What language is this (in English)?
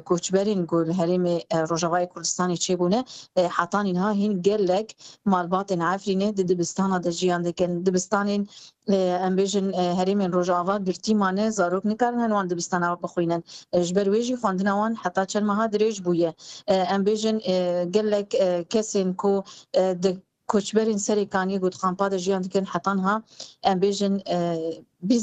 Kurdish